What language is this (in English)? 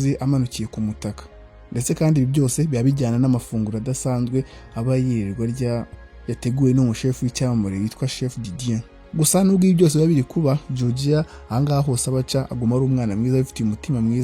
Kinyarwanda